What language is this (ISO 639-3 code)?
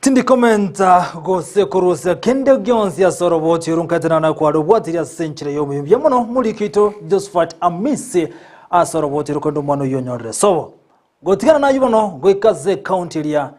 guz